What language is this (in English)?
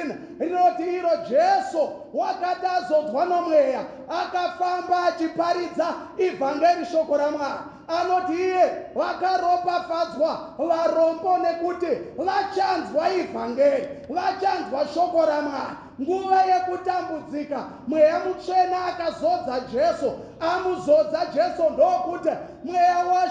Shona